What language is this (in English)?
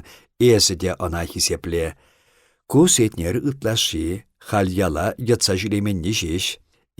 Chuvash